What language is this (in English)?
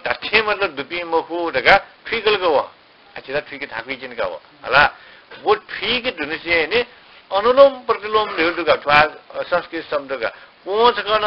Newari